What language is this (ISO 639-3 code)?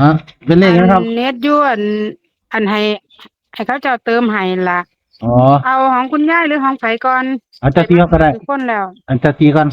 tts